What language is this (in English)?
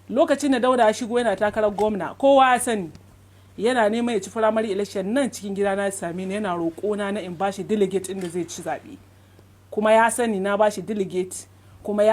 Hausa